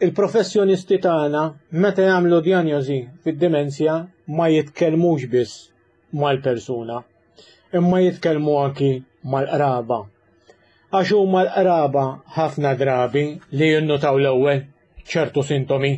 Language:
Maltese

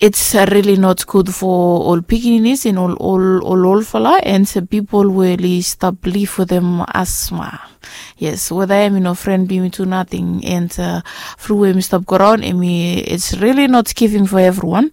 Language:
Bislama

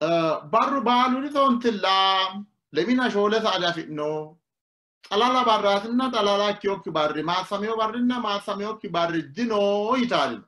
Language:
Sidamo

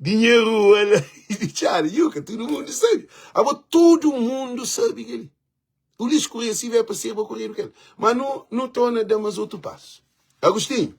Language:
Kabuverdianu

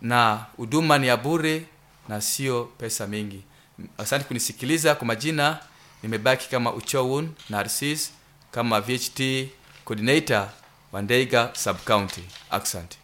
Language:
Nyoro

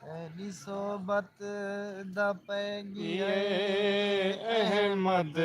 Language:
Saraiki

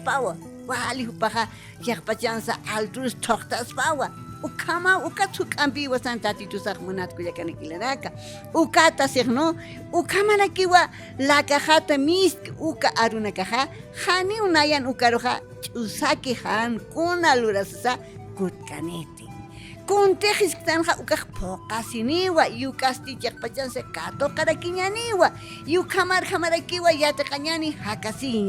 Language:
Aymara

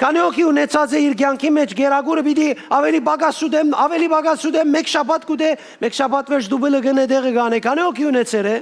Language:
Western Armenian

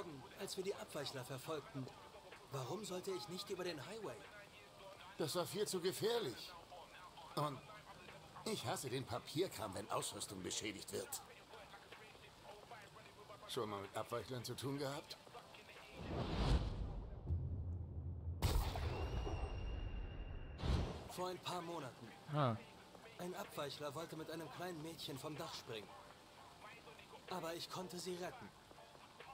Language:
German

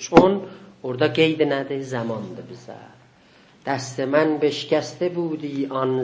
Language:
South Azerbaijani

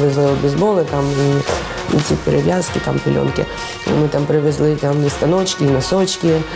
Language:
Ukrainian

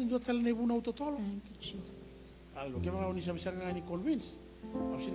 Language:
Fijian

